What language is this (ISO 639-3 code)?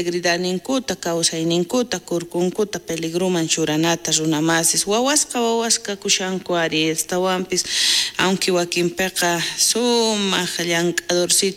quh